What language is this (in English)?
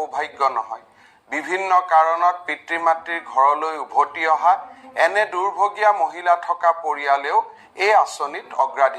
Assamese